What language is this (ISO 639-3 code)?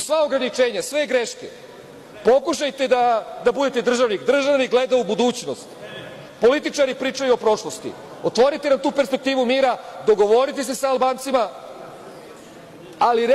srp